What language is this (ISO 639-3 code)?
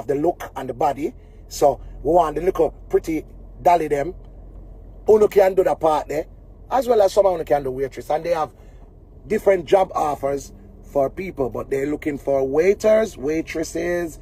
jam